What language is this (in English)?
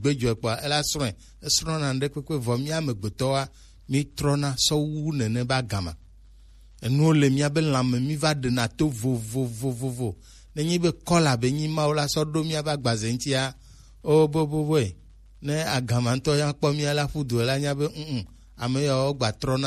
Gen